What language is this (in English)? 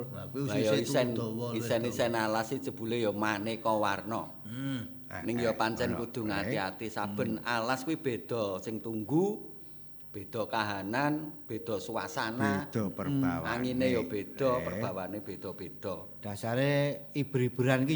Javanese